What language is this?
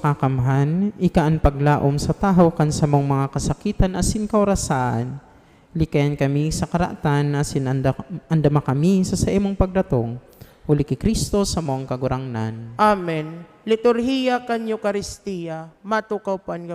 Bikol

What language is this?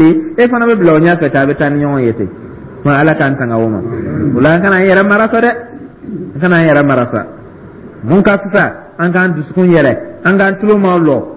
Dyula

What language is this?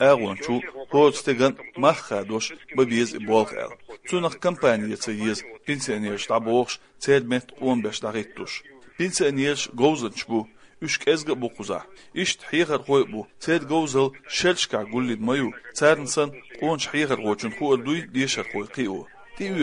Chechen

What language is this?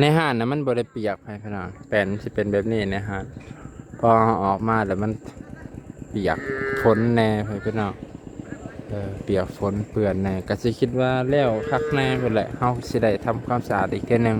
Lao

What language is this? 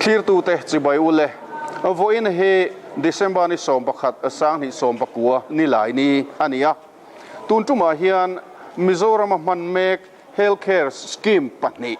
Mizo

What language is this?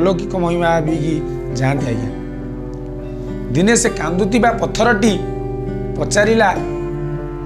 Odia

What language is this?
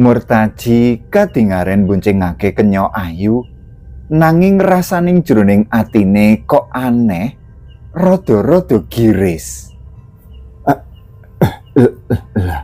Javanese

